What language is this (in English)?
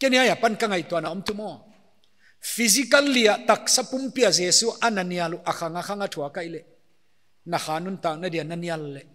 Paite Chin